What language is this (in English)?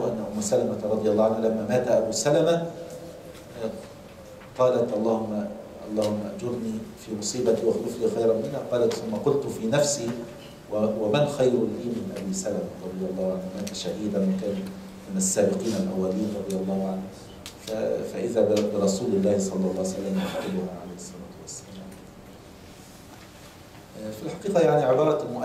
Arabic